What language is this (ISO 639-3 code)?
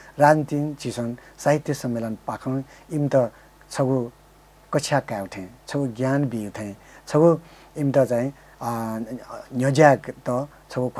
new